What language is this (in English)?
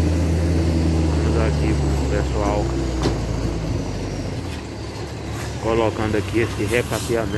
Portuguese